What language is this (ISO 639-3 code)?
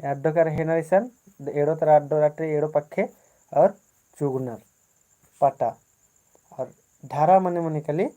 kru